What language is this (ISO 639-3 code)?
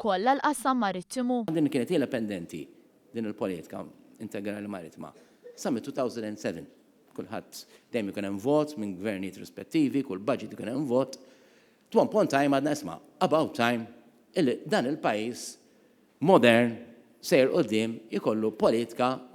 mlt